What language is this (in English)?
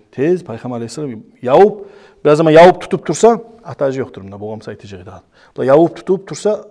Kumyk